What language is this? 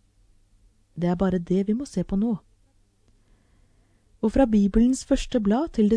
Norwegian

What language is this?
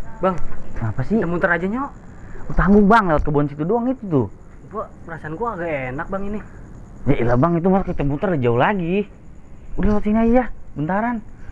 Betawi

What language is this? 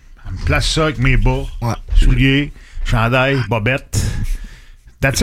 French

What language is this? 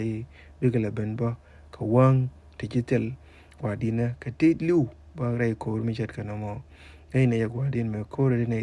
Nuer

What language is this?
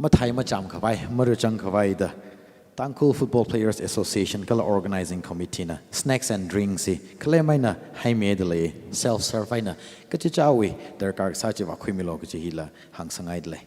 Tangkhul Naga (India)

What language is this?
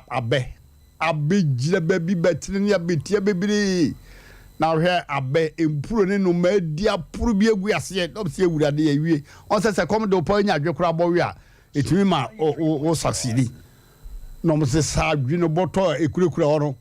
Akan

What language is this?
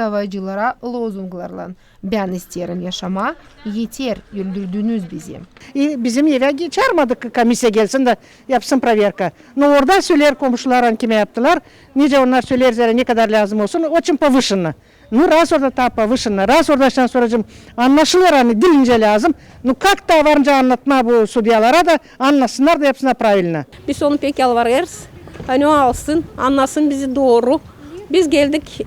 Gagauz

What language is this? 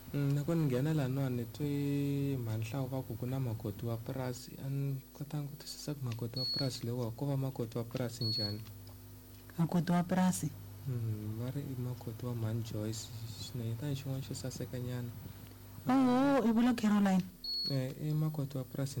Tsonga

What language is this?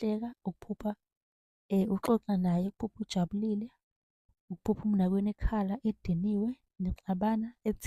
Zulu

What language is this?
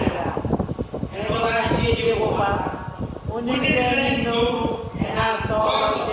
Marshallese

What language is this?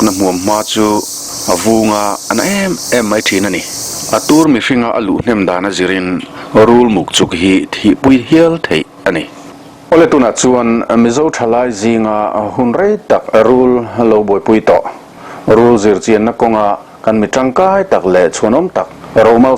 Mizo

